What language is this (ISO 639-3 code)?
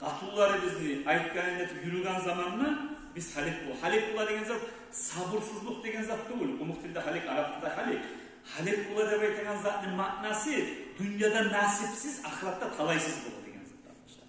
kum